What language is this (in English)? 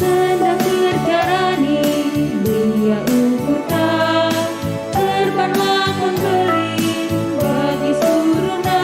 Batak Karo